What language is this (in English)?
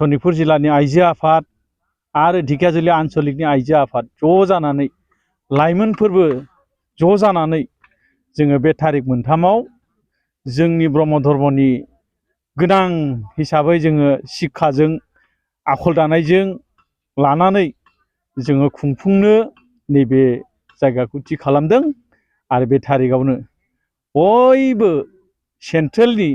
Bodo